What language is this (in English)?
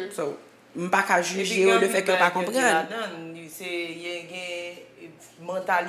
Haitian Creole